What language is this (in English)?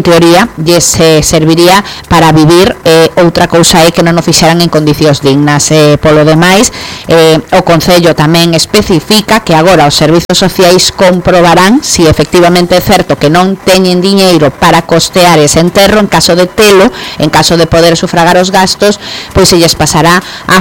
Galician